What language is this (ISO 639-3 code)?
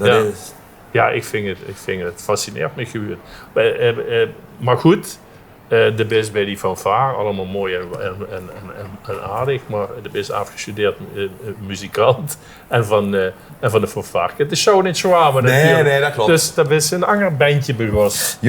lim